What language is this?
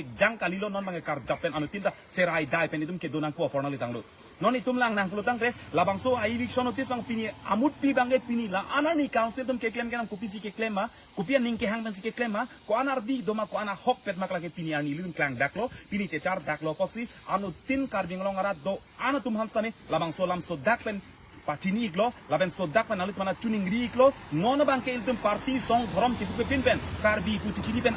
Karbi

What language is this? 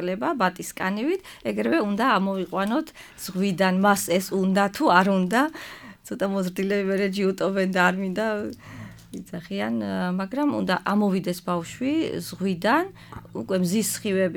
Georgian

